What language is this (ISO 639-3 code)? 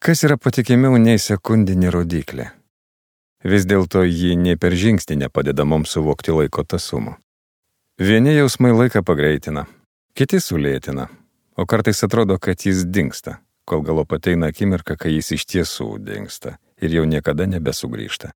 lit